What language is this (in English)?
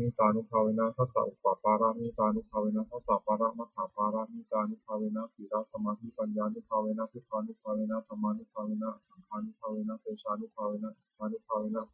Pali